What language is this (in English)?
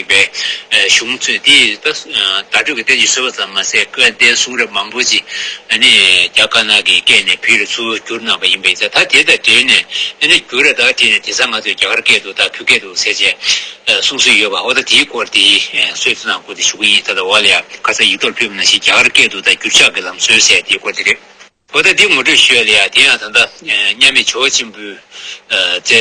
Tibetan